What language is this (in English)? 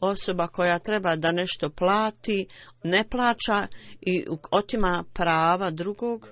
Bosnian